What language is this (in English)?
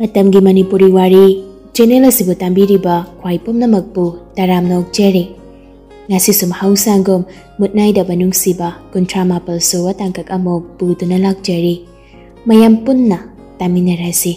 Manipuri